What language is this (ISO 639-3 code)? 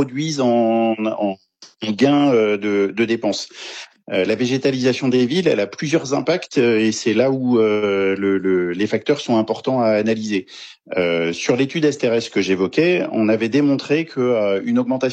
fra